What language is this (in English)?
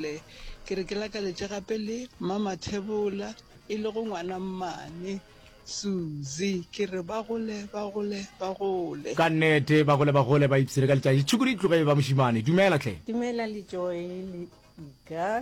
Northern Sotho